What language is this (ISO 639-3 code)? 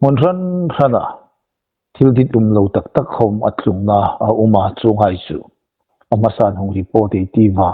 hmr